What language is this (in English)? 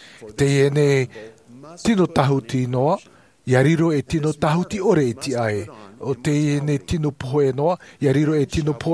Tahitian